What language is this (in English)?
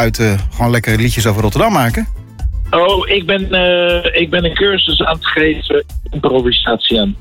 Dutch